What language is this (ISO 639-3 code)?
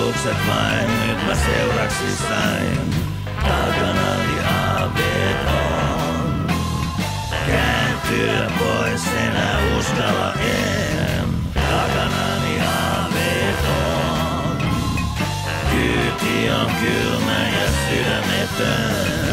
fin